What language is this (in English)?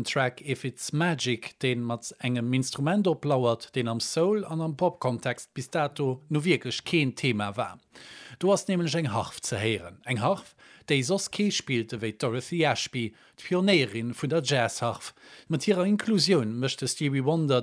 Luxembourgish